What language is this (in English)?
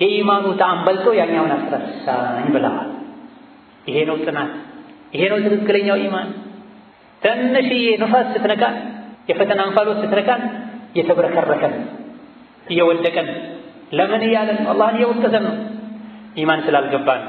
Amharic